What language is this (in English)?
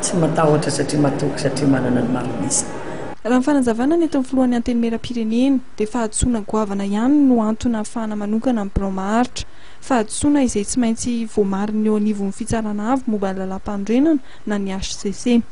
Malagasy